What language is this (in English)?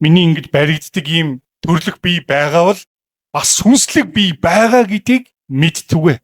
Mongolian